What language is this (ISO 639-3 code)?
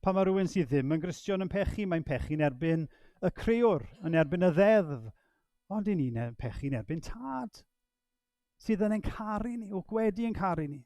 cym